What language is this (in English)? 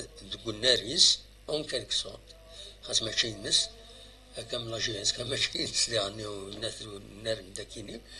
Kabyle